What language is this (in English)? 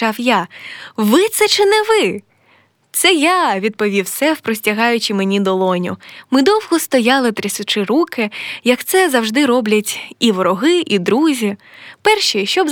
Ukrainian